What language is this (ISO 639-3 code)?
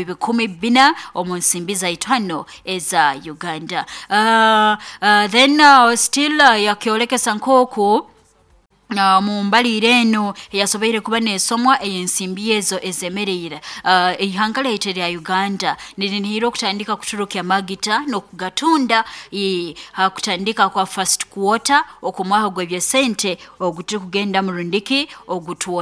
nyo